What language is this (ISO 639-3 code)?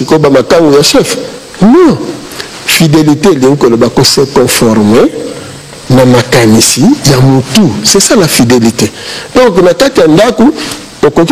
lin